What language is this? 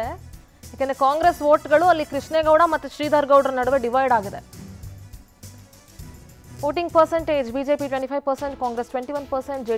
Kannada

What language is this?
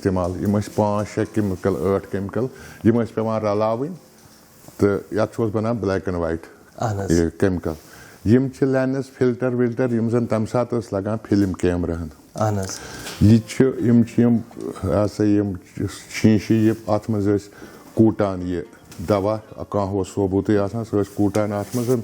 Kashmiri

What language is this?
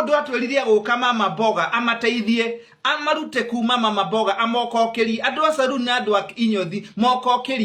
Kikuyu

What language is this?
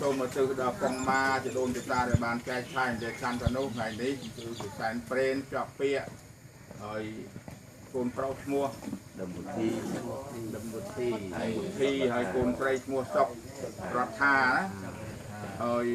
Khmer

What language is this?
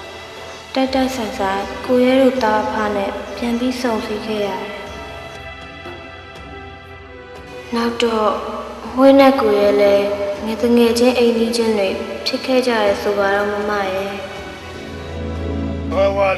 Burmese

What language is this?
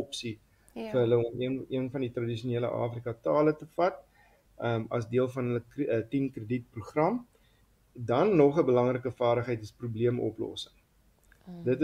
Afrikaans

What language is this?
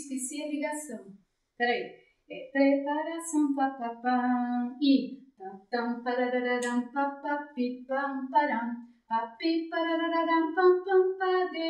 Portuguese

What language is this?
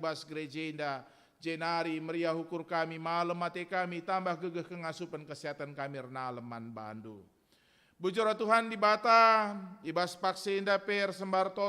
Batak Karo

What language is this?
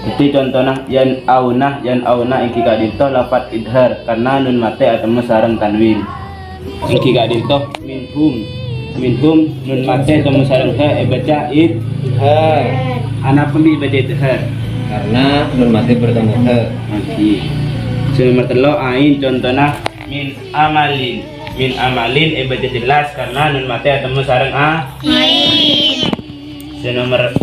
Madurese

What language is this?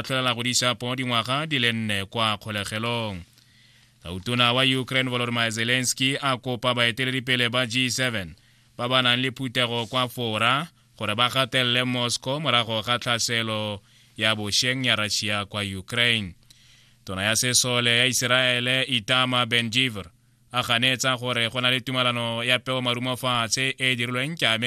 Tswana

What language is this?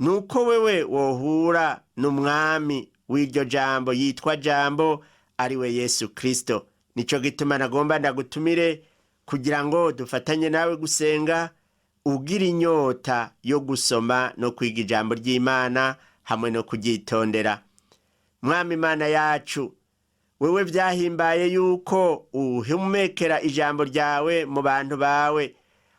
Rundi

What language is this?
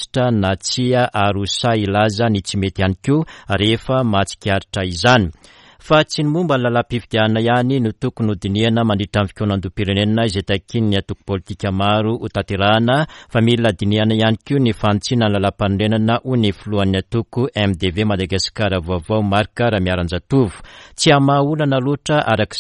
Malagasy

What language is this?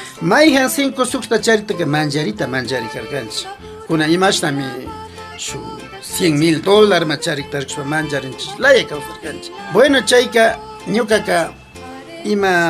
Imbabura Highland Quichua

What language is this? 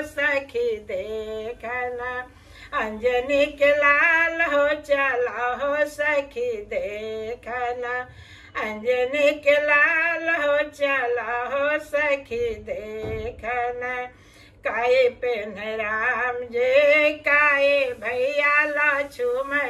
Bhojpuri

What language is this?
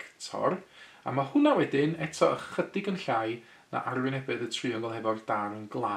Welsh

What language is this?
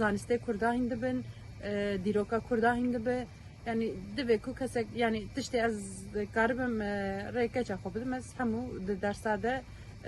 Kurdish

